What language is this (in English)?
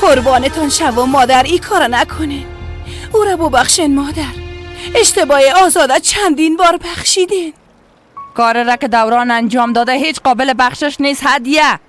Persian